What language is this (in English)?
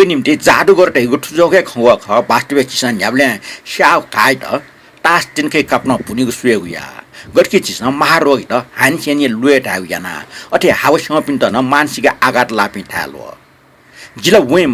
Newari